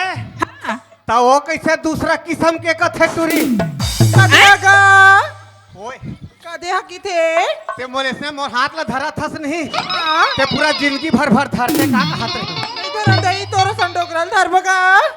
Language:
Chhattisgarhi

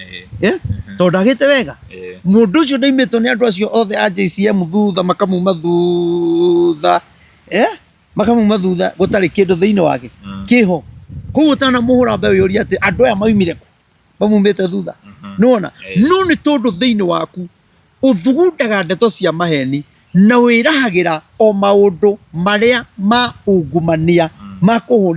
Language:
Kikuyu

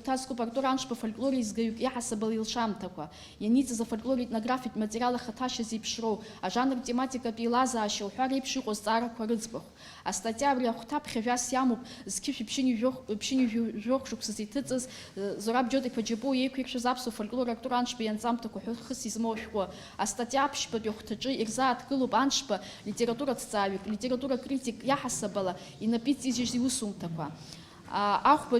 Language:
Abkhazian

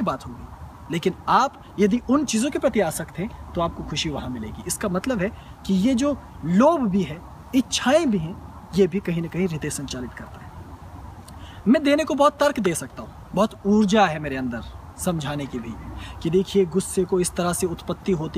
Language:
Hindi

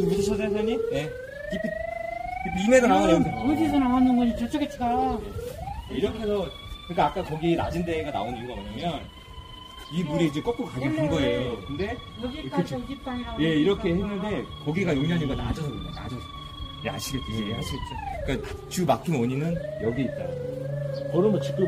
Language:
Korean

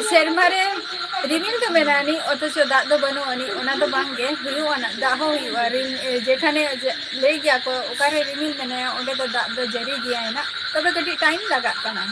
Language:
Santali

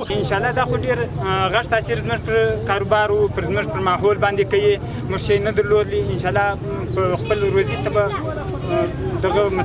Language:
Pashto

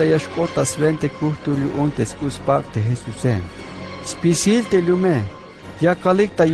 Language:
Tzeltal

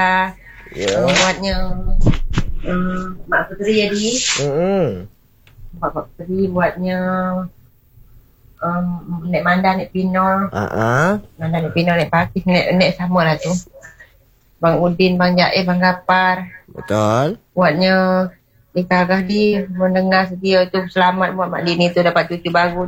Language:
Malay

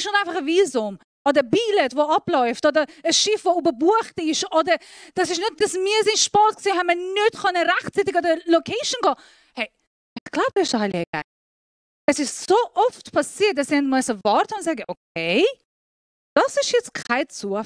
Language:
Swiss German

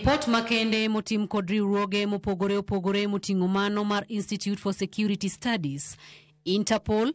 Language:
Luo (Kenya and Tanzania)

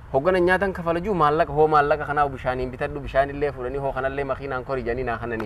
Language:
Oromo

